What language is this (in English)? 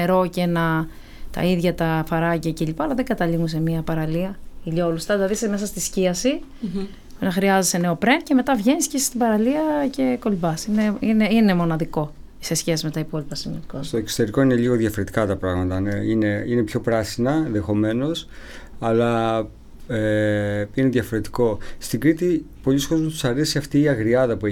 Greek